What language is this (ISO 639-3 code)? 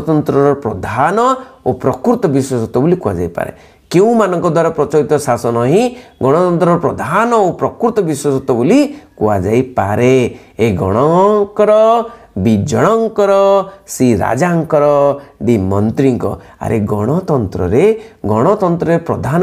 ori